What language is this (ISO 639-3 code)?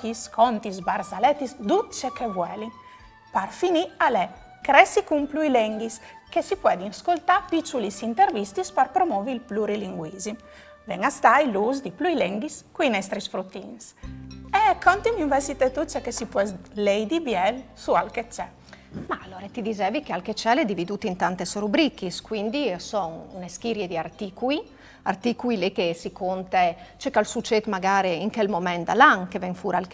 fur